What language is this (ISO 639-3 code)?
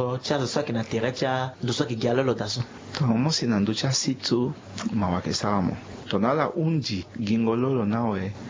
sag